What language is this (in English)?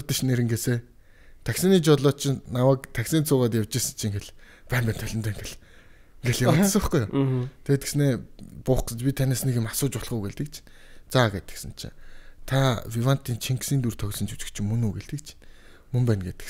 Mongolian